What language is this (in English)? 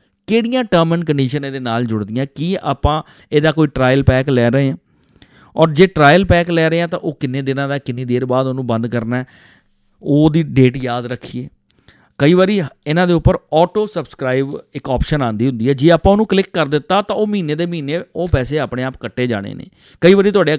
Punjabi